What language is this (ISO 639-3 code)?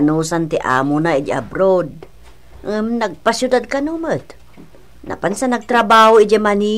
ilo